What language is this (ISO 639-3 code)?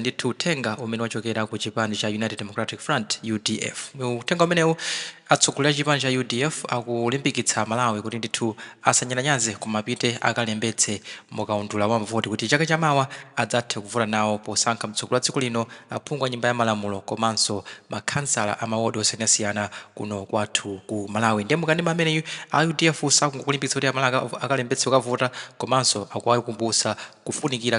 nya